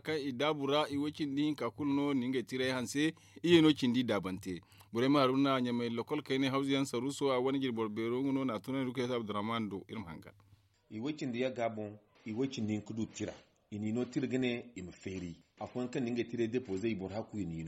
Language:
Zarma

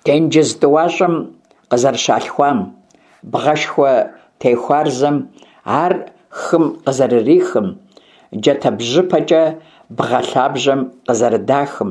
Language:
Kabardian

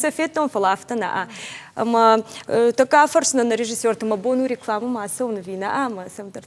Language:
Ossetic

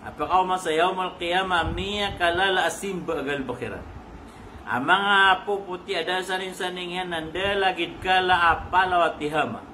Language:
Maranao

